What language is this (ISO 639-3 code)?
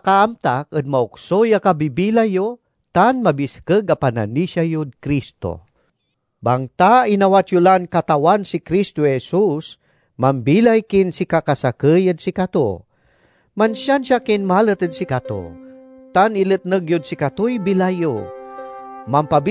pag